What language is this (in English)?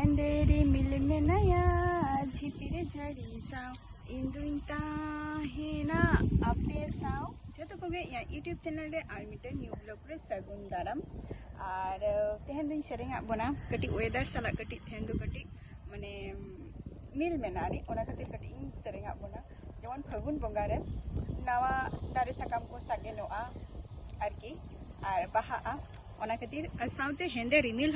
Santali